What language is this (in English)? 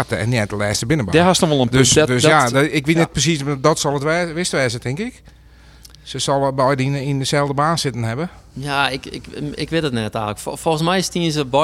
Western Frisian